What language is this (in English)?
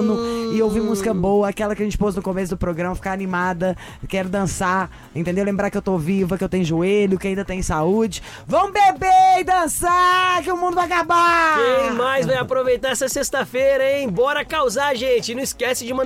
Portuguese